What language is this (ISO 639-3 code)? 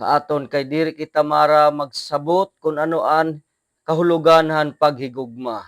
war